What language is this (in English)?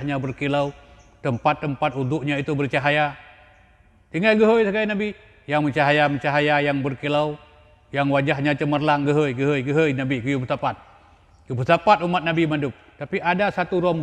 Achinese